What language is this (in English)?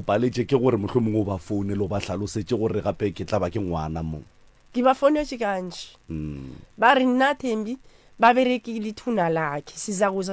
Northern Sotho